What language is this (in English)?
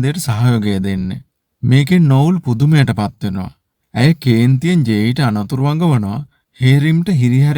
Sinhala